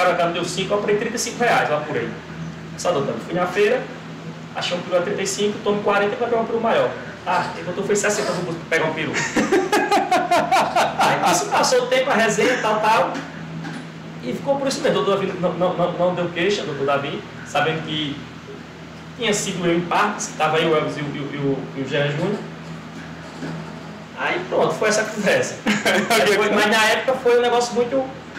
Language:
Portuguese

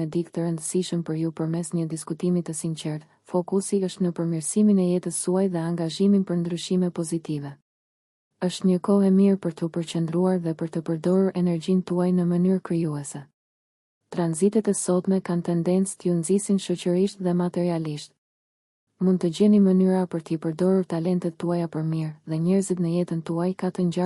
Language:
Albanian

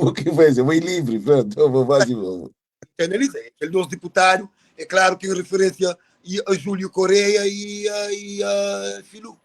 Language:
Kabuverdianu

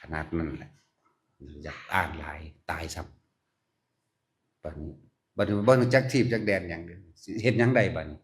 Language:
Northeastern Thai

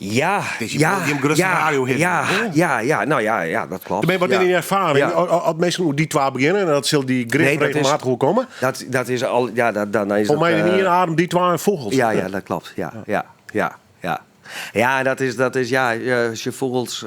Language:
Western Frisian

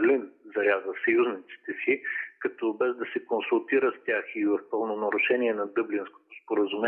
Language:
Bulgarian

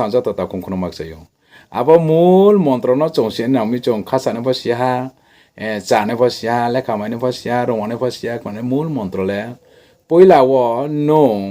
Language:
Riang (India)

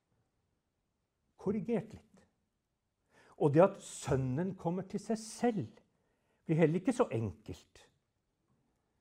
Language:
Norwegian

